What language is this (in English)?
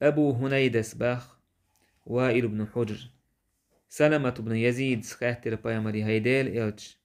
Chechen